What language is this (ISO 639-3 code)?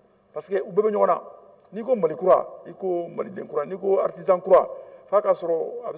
bam